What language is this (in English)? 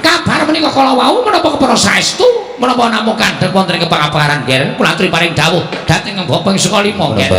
Javanese